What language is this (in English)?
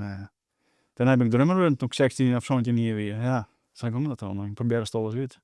Western Frisian